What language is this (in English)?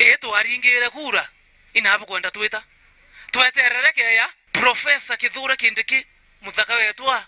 Meru